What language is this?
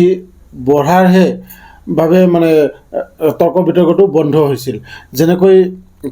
Assamese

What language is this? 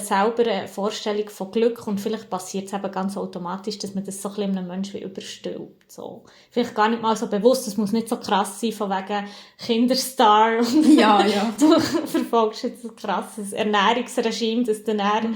Swiss German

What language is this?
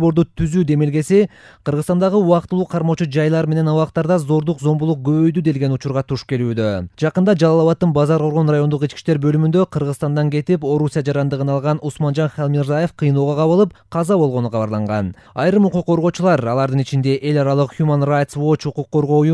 Kyrgyz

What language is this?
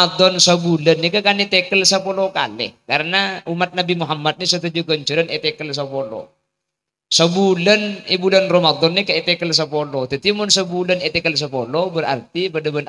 Madurese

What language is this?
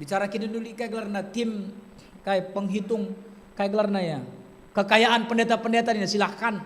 Batak Karo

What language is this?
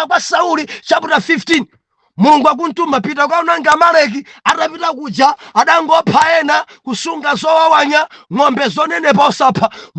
Nyanja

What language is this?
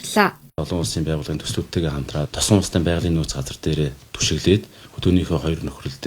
Mongolian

